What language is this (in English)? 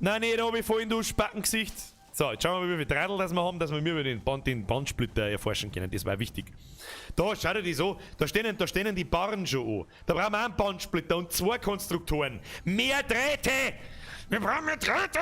Bavarian